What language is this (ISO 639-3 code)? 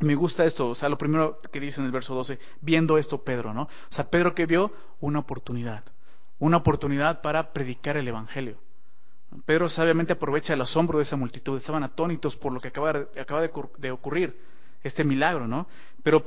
spa